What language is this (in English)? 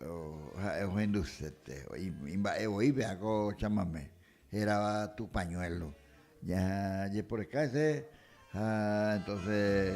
Guarani